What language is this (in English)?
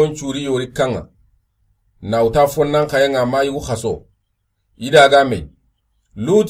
Soninke